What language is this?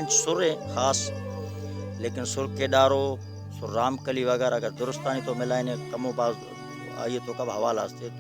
Baluchi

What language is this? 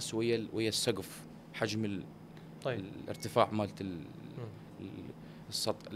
Mesopotamian Arabic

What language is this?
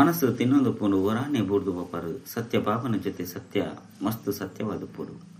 Tulu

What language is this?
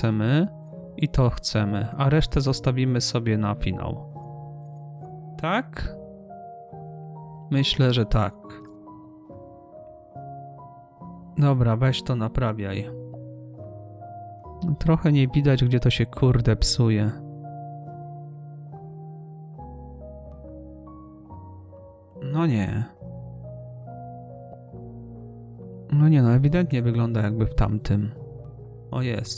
Polish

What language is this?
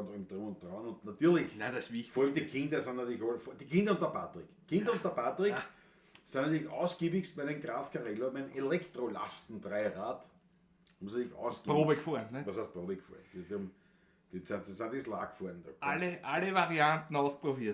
Bavarian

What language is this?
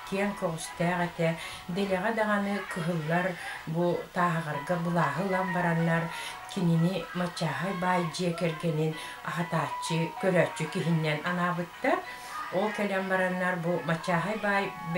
Yakut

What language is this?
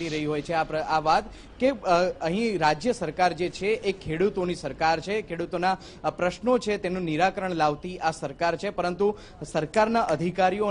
Gujarati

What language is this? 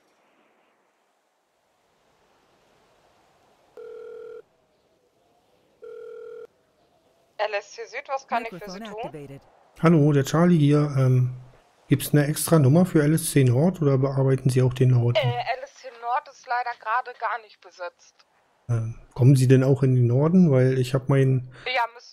German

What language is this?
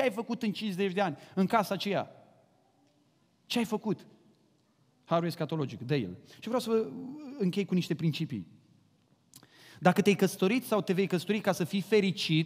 Romanian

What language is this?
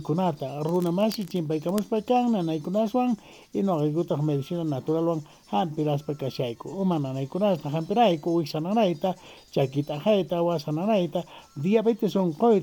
Quechua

